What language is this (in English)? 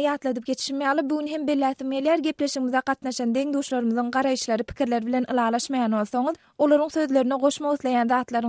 Turkmen